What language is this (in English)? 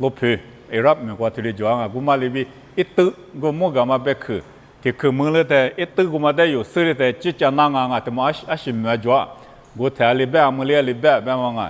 Lisu